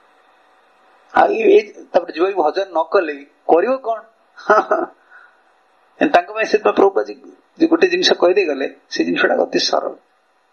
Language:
Odia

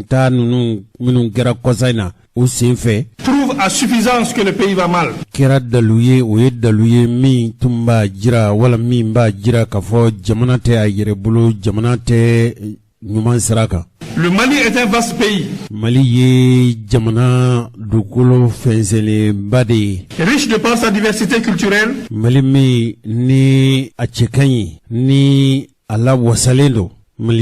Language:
Bambara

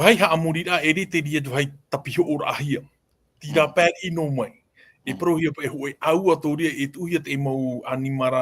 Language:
Tahitian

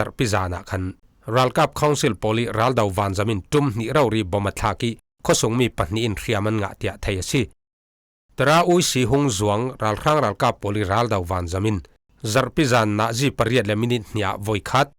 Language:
Falam Chin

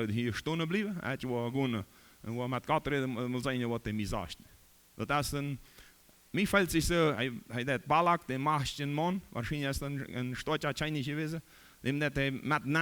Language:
Plautdietsch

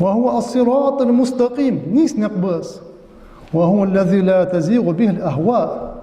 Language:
Ingush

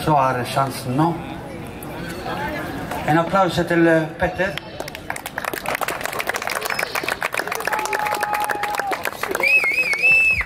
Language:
Norwegian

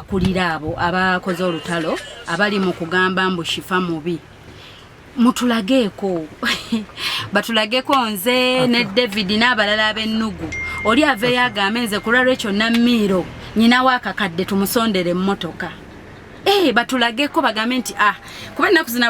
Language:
Ganda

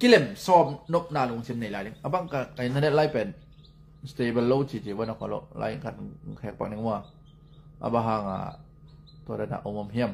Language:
Tedim Chin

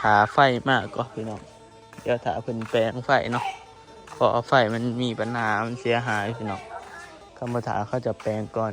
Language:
Northeastern Thai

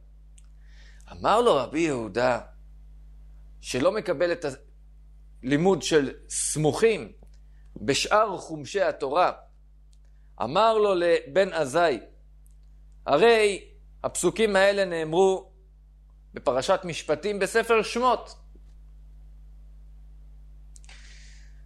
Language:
Hebrew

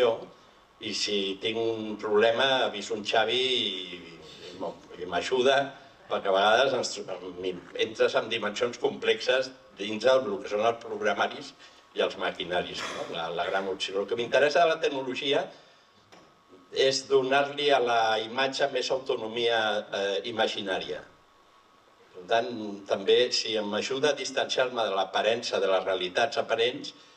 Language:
Catalan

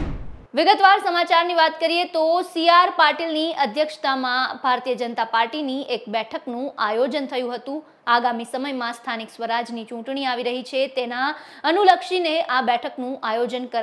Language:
Gujarati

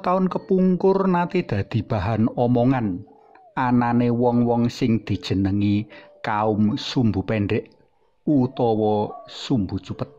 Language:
Javanese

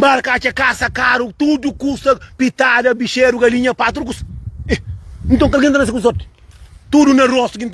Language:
Kabuverdianu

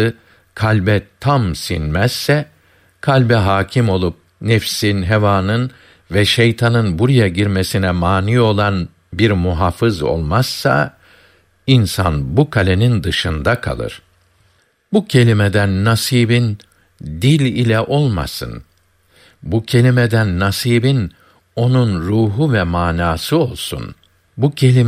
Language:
Turkish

